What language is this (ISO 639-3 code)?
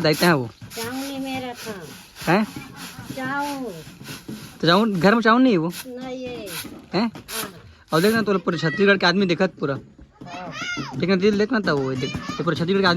hne